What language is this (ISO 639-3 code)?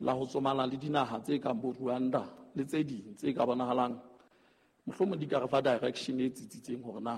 sot